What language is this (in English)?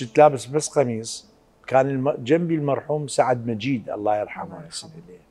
Mesopotamian Arabic